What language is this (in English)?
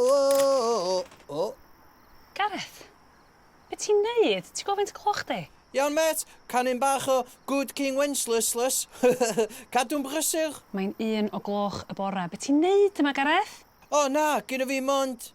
Welsh